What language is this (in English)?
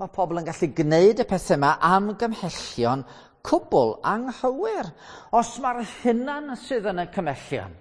Welsh